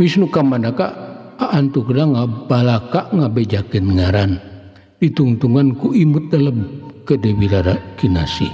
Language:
Sundanese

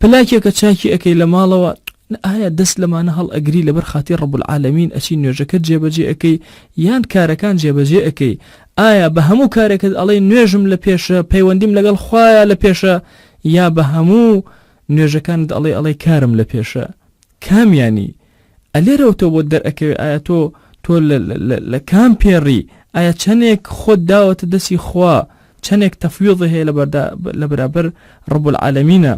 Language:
Central Kurdish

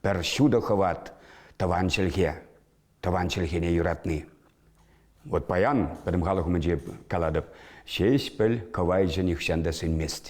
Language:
Chuvash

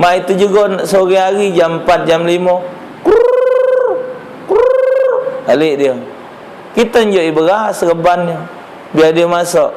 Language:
Musi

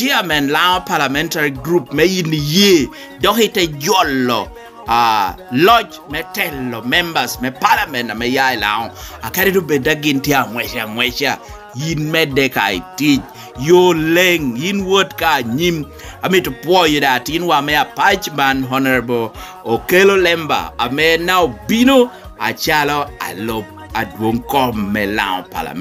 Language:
Lango (Uganda)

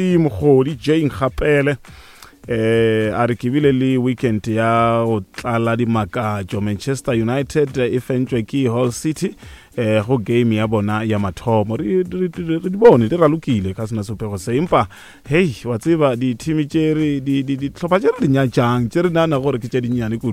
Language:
Northern Sotho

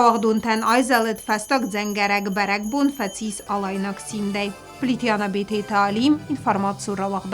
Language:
Ossetic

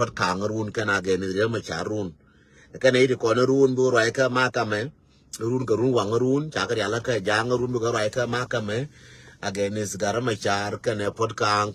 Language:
Nuer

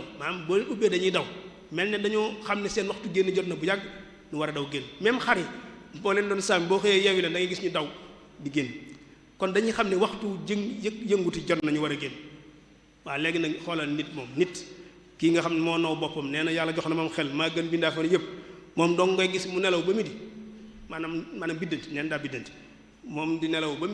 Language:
Wolof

